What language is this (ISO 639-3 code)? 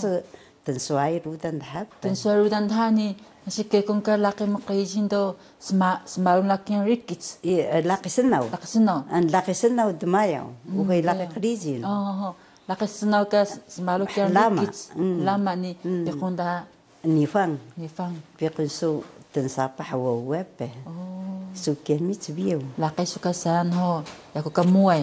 trv